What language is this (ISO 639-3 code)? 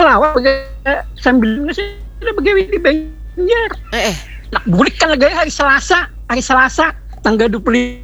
bjn